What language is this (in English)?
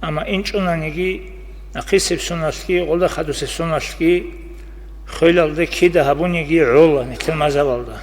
Avaric